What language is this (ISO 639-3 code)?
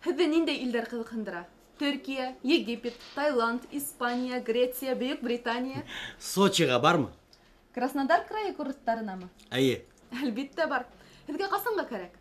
bak